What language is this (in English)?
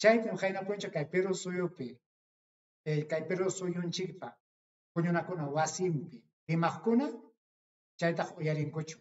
Ayacucho Quechua